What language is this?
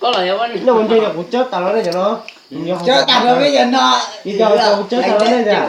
Hmong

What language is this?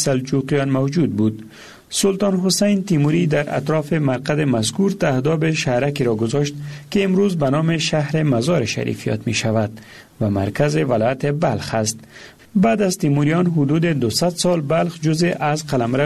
Persian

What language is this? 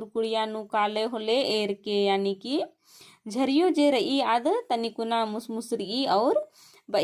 Kurukh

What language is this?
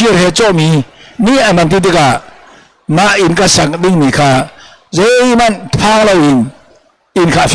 Hakha Chin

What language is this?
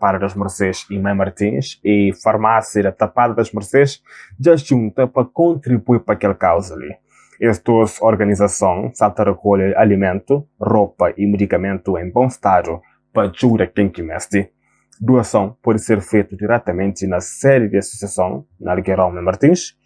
Kabuverdianu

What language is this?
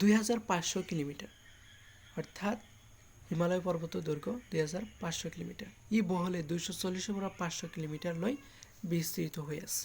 Assamese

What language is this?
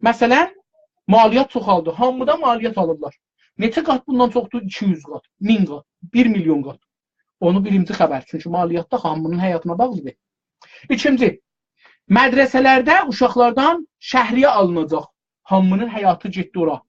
South Azerbaijani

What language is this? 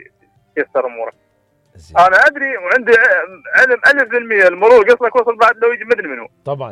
Mesopotamian Arabic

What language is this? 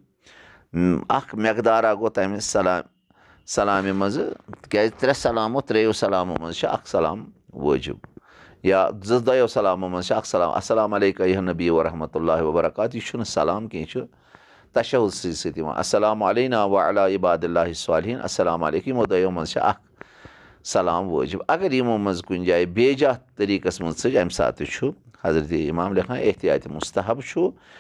Kashmiri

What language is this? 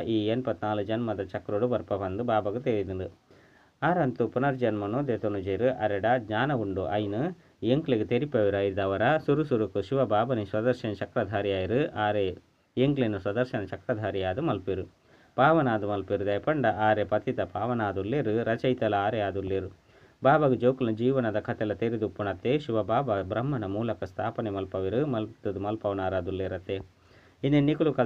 Tulu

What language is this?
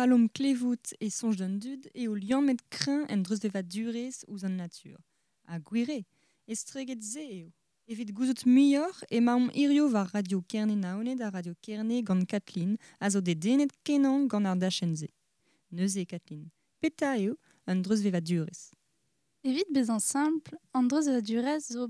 Breton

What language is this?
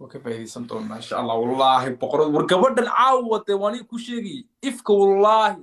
Somali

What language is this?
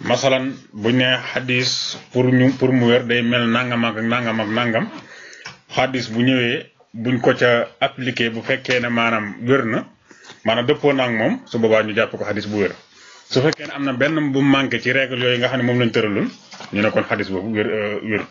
Wolof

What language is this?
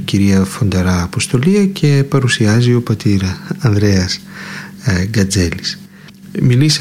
Greek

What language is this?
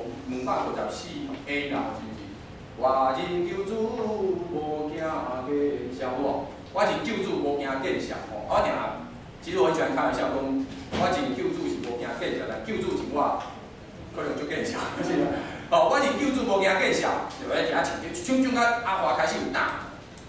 Min Nan Chinese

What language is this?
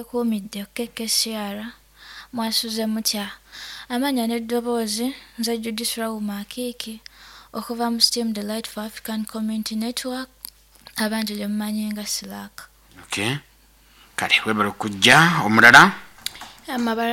Nyoro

